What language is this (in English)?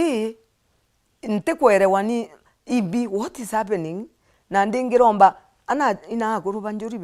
Meru